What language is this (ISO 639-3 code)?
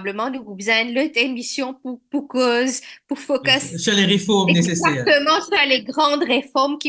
mfe